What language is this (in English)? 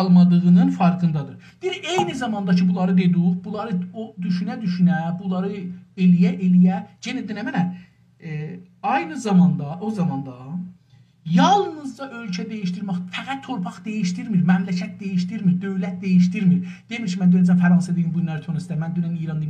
South Azerbaijani